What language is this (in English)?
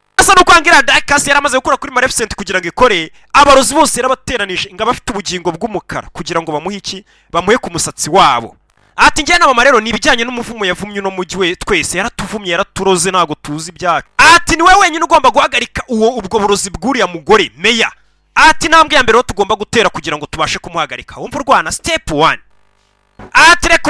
Kinyarwanda